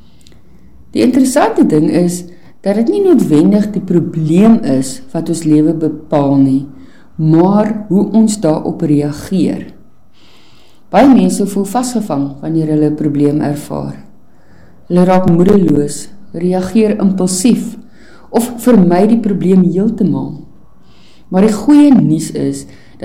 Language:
Afrikaans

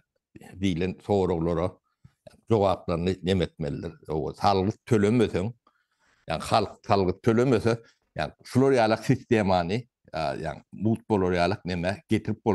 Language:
Turkmen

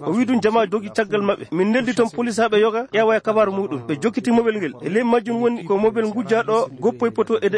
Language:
Fula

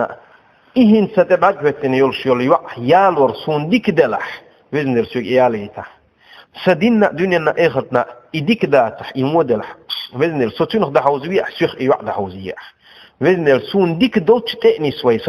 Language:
Chechen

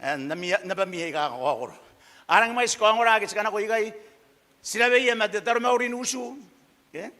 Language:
Gilbertese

